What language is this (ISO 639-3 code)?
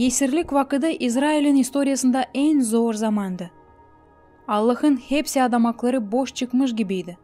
gag